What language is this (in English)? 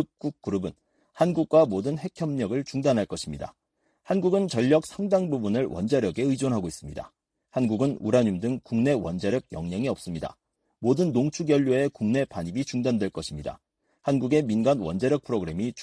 Korean